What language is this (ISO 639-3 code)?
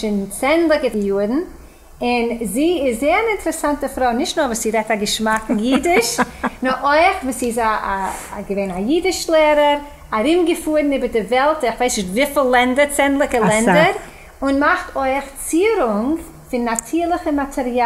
yid